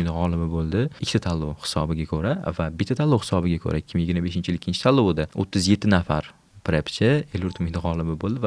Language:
Uzbek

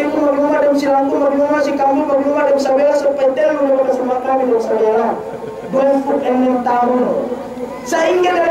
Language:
Yakan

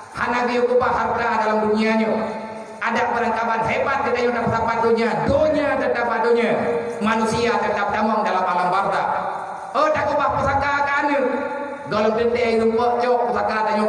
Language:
Achinese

